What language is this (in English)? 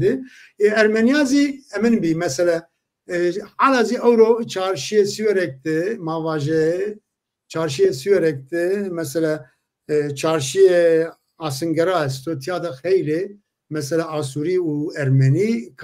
Zaza